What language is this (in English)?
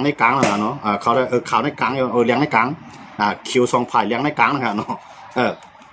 Shan